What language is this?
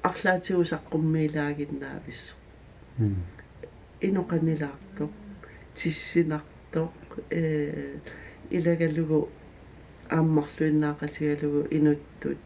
Kalaallisut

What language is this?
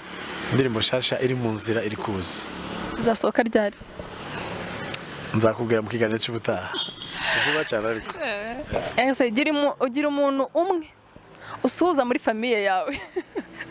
Kinyarwanda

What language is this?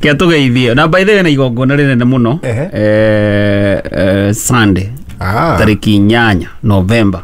Kikuyu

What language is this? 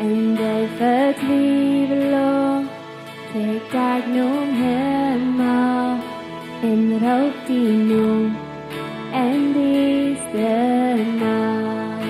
Plautdietsch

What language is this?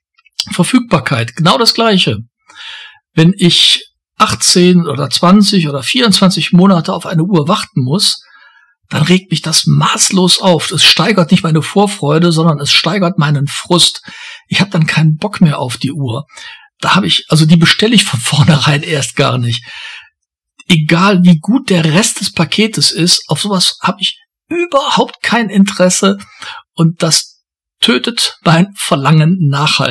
German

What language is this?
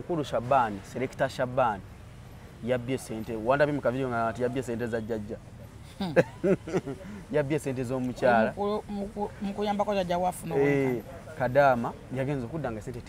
Ganda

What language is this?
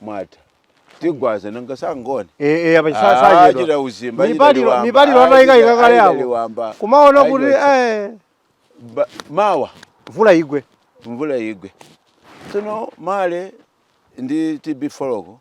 Nyanja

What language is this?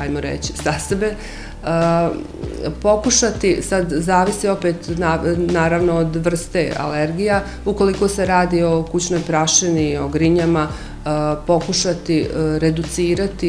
Bosnian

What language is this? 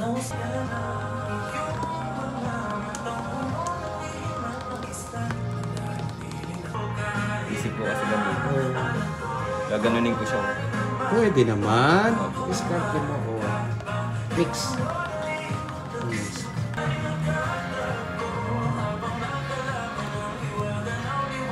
Filipino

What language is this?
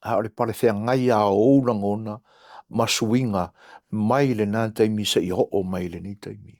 Samoan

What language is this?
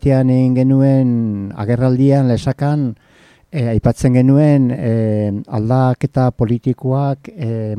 Basque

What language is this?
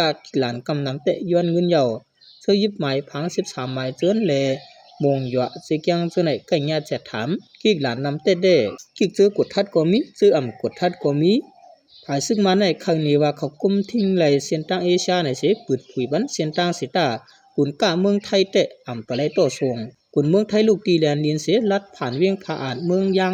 Shan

